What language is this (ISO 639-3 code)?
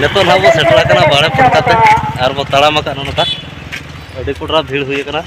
sat